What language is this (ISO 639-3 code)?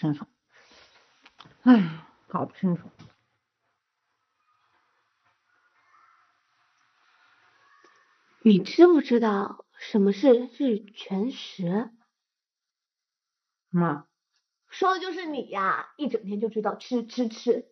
zho